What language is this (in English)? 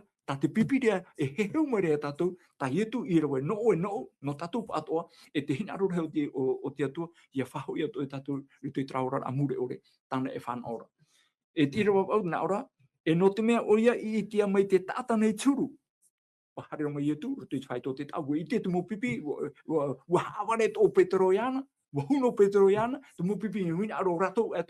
Tahitian